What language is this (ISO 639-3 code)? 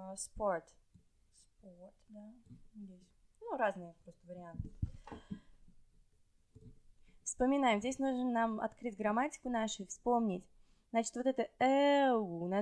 rus